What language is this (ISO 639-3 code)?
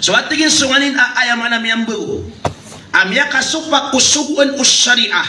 mrw